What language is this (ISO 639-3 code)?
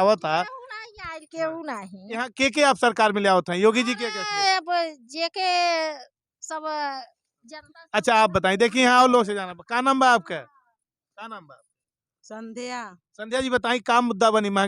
bho